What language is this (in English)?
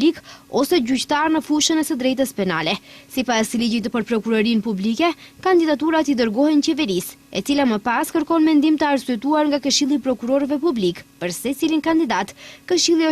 Albanian